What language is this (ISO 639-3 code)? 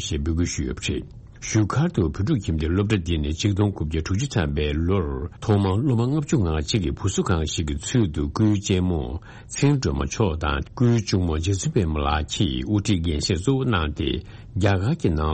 bod